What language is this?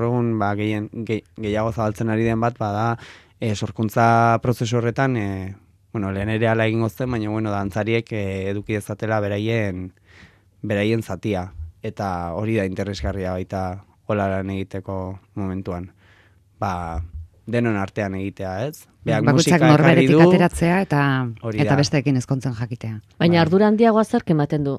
Basque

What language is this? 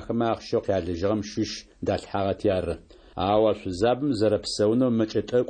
Adyghe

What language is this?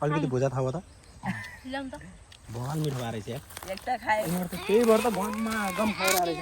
Nepali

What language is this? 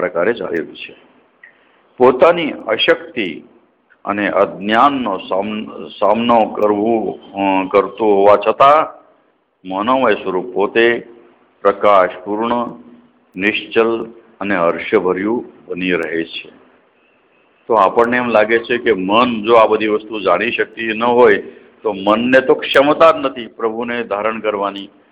Gujarati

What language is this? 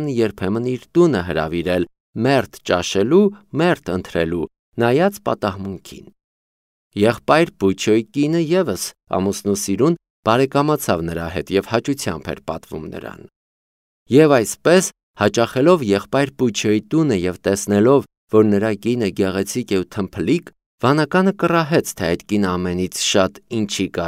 Armenian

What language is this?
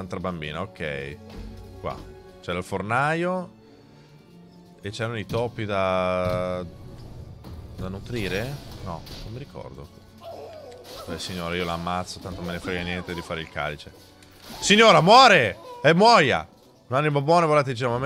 Italian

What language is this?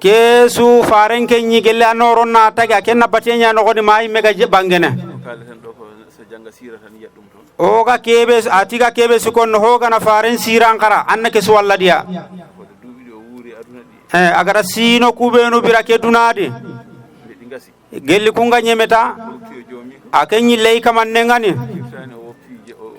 Fula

